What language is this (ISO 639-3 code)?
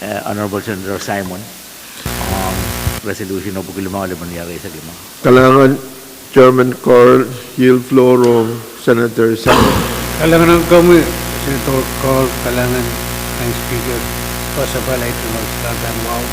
pon